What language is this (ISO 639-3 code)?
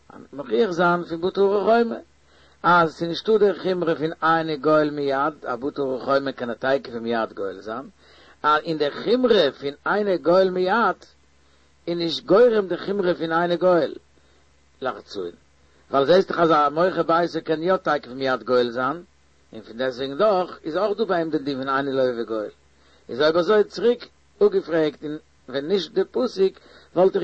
yid